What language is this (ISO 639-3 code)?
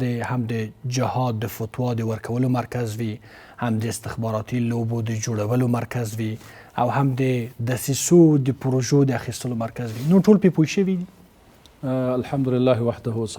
pus